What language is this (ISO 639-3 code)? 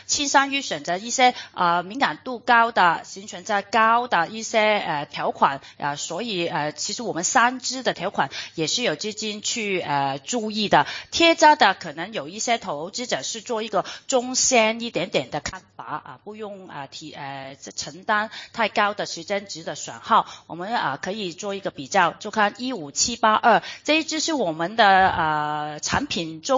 zho